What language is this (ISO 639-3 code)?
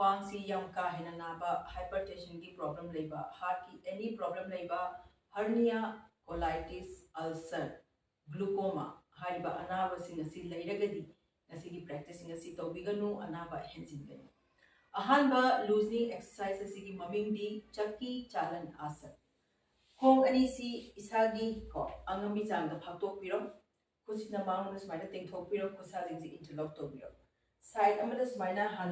mni